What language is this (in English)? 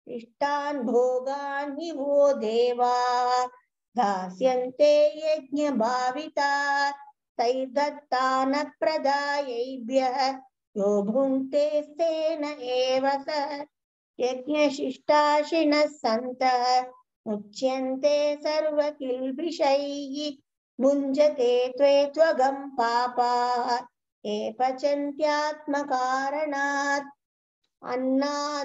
Sanskrit